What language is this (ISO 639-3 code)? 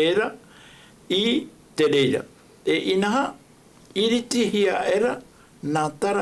tah